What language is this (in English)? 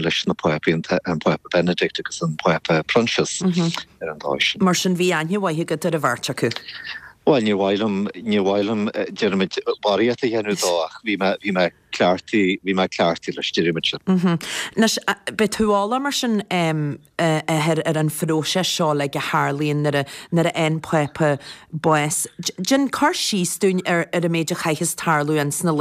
Irish